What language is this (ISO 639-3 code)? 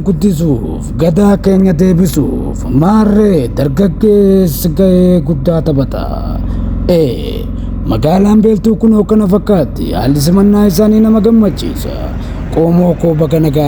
orm